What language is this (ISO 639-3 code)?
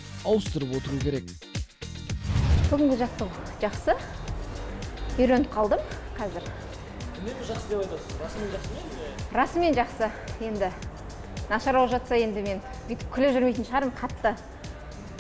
kaz